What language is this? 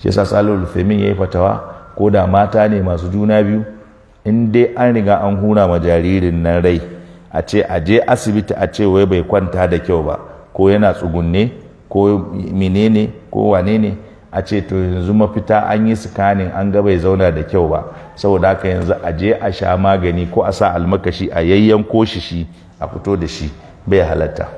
Hausa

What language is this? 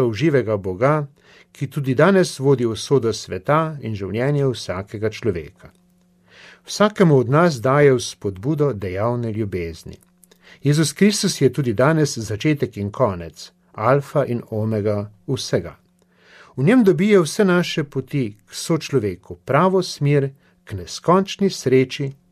Slovenian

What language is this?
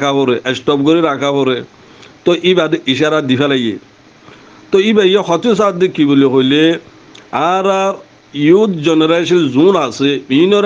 Rohingya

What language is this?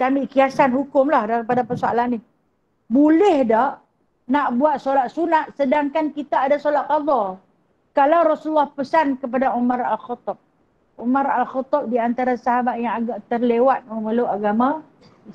Malay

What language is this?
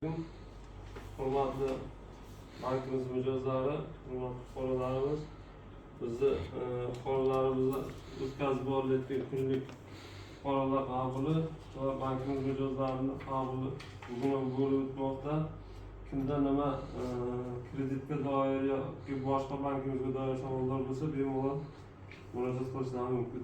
Uzbek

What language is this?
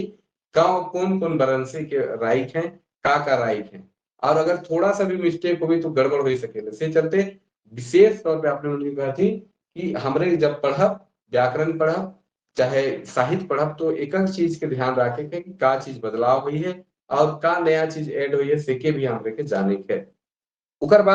Sadri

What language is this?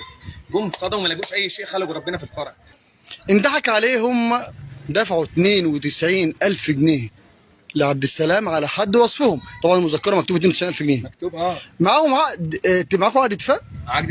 Egyptian Arabic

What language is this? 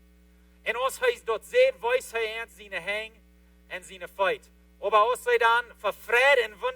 Plautdietsch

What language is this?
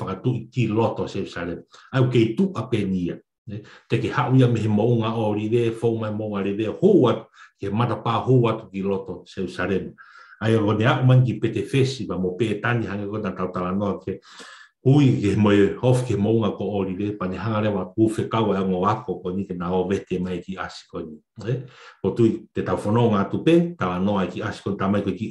Tongan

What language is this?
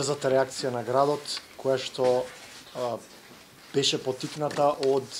Macedonian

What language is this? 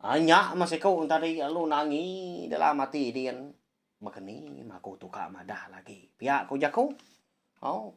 Iban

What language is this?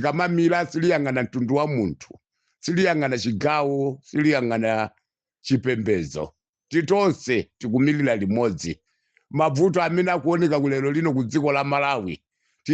Nyanja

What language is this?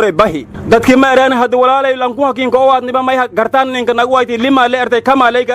Somali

